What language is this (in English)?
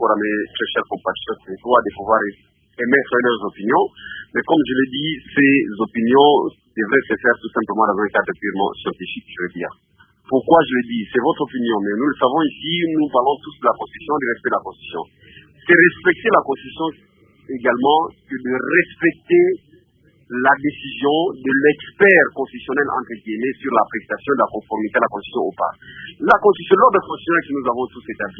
French